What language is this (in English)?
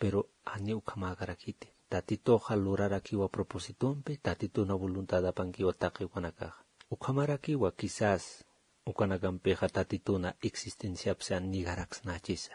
Aymara